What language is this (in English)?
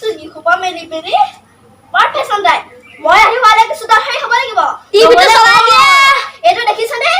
Assamese